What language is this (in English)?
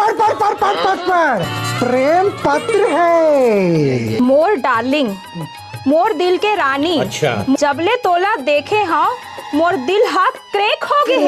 Chhattisgarhi